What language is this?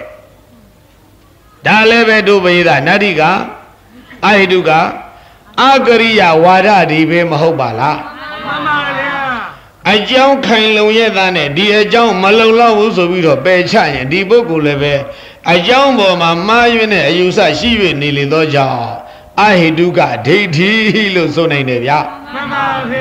Burmese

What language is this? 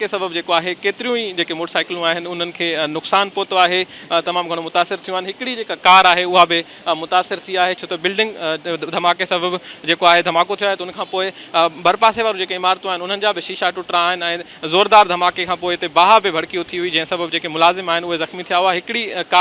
Sindhi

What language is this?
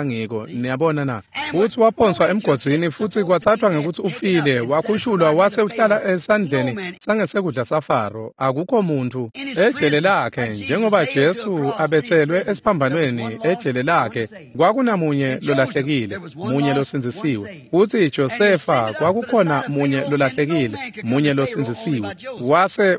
Swati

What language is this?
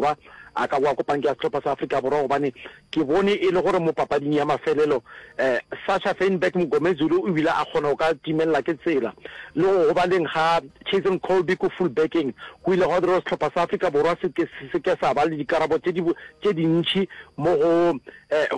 Northern Sotho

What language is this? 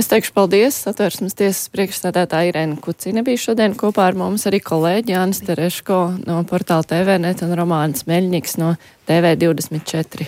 Latvian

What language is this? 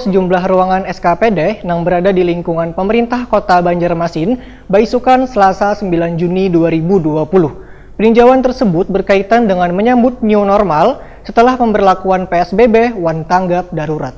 Banjar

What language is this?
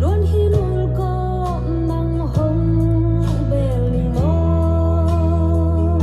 Tedim Chin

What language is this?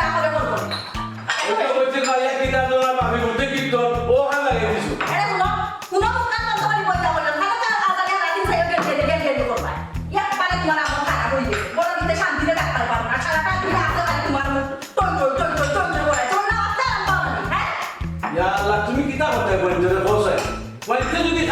Sylheti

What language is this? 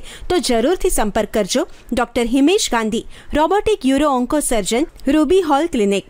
Gujarati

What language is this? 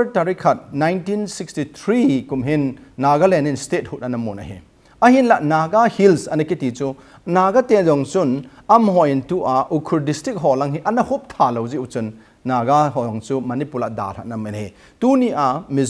Thado Chin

